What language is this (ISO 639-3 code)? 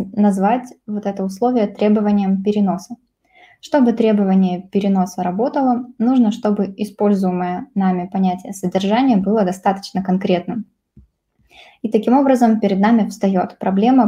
rus